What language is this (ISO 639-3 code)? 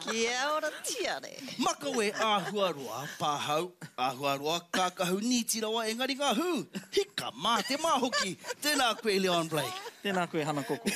mri